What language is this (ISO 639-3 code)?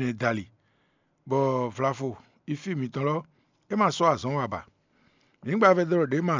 fon